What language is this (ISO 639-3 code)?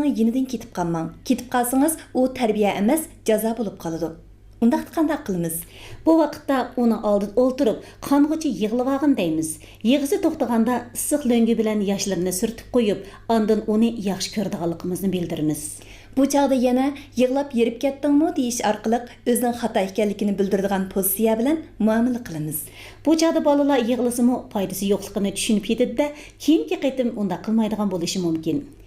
uig